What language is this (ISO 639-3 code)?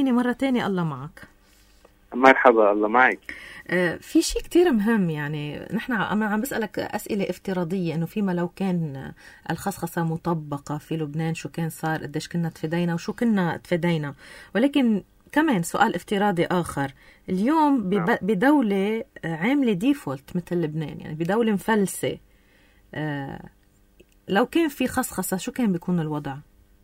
apc